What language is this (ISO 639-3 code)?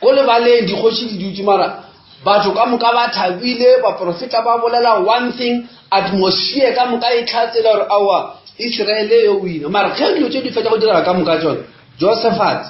nso